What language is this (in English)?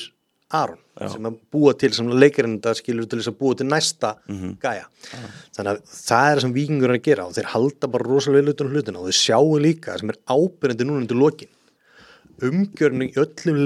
Icelandic